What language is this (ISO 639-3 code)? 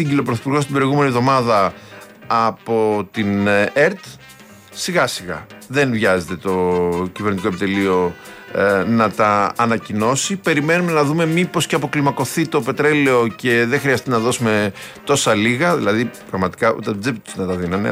ell